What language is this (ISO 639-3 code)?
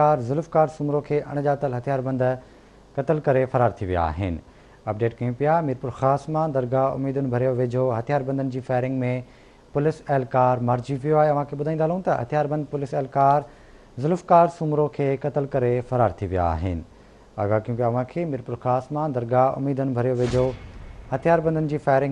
snd